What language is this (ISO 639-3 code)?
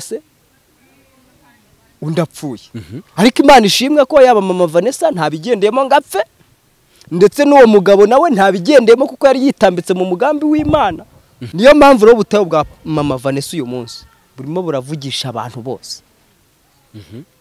kin